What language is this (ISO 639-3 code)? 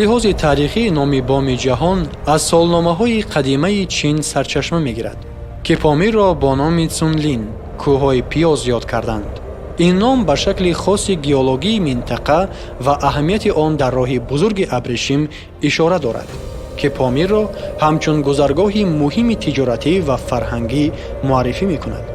tgk